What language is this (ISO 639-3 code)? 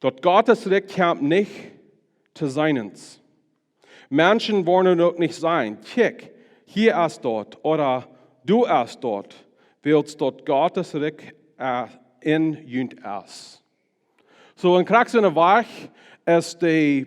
pdt